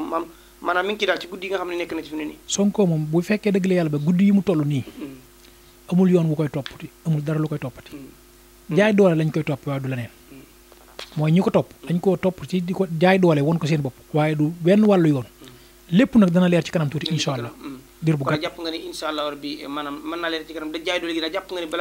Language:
Wolof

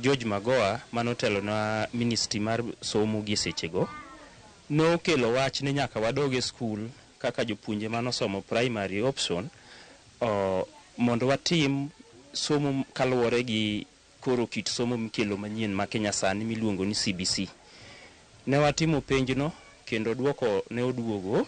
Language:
Luo (Kenya and Tanzania)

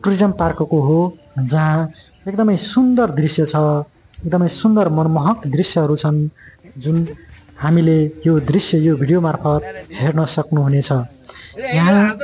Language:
Nepali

